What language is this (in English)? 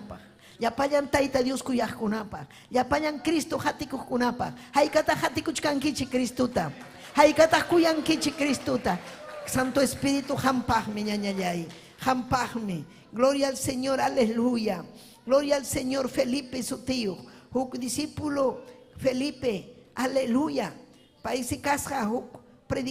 Ayacucho Quechua